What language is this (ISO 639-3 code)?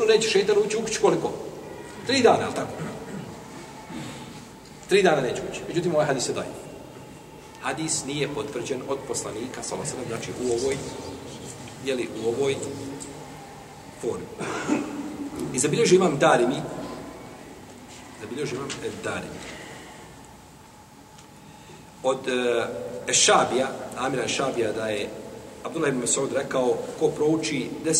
bos